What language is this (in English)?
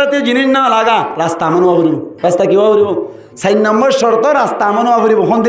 Rohingya